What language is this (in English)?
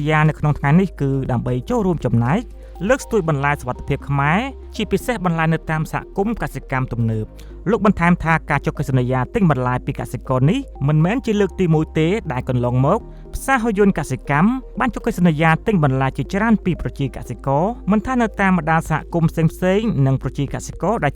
Khmer